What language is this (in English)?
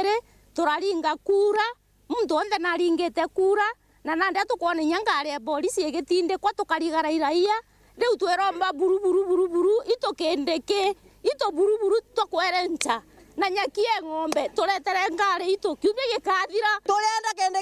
Meru